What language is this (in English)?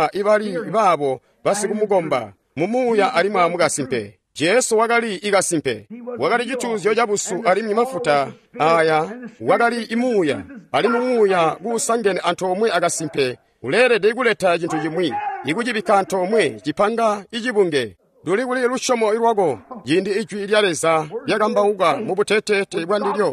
Tonga (Zambia)